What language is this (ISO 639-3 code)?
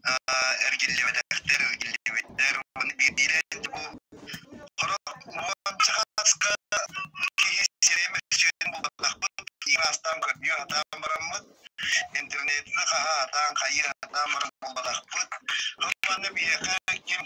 sah